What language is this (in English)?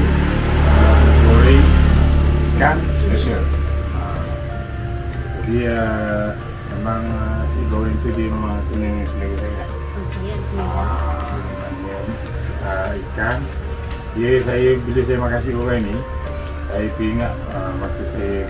Malay